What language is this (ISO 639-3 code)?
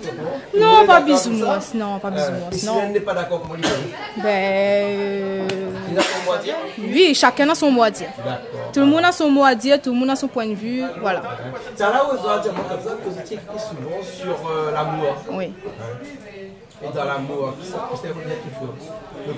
rcf